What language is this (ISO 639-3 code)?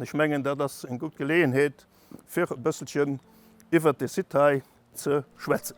ltz